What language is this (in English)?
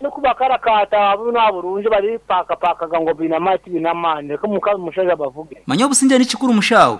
Nyankole